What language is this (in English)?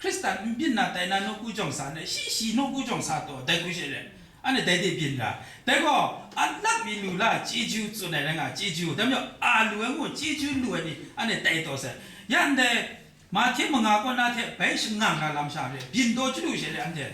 Kachin